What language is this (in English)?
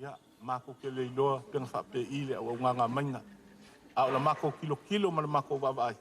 Samoan